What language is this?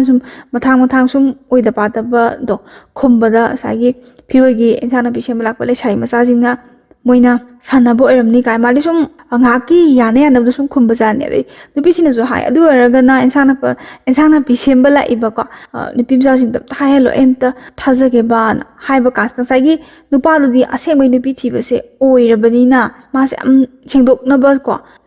Manipuri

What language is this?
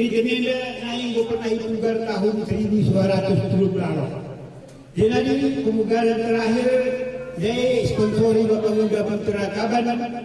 Batak Karo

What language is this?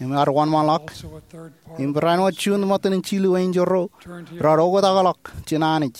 Marshallese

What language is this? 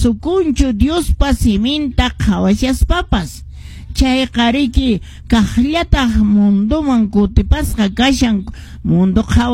Quechua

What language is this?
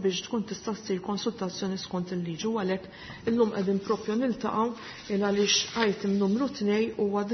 Maltese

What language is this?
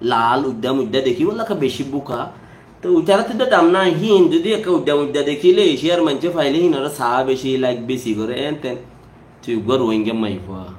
Rohingya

